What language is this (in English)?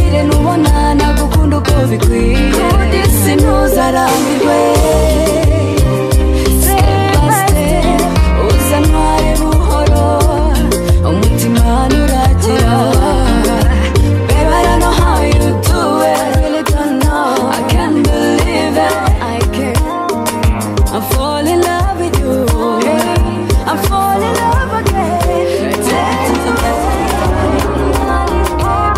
Kinyarwanda